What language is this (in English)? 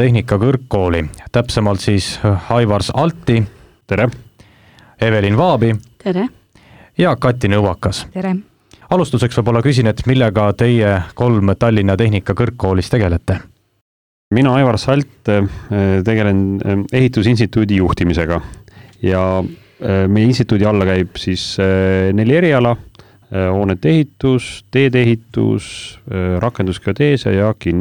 Estonian